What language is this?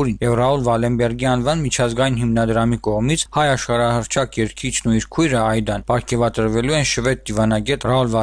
Armenian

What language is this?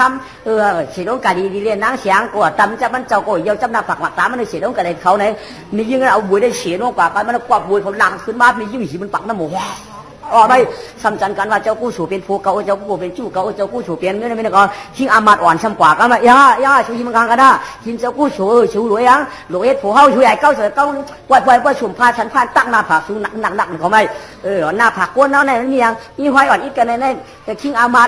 Shan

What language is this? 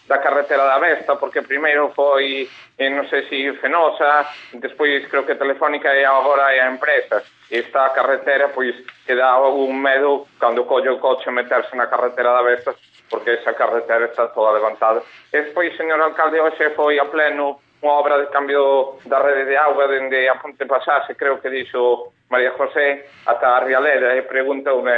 Galician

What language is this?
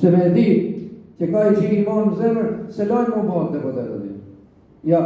Albanian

